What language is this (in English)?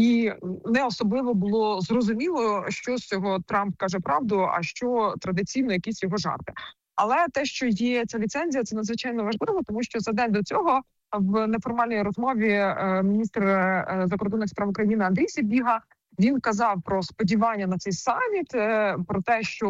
Ukrainian